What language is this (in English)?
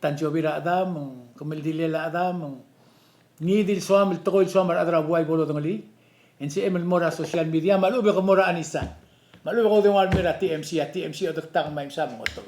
Palauan